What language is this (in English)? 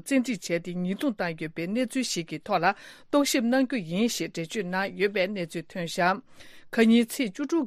Tibetan